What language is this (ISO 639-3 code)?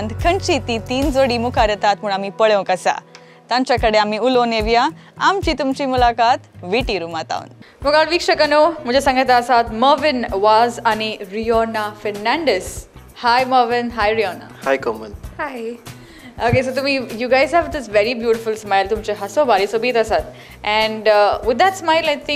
kok